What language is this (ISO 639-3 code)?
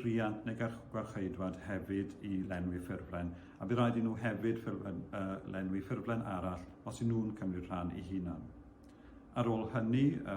cym